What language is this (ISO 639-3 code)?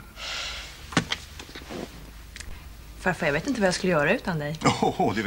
swe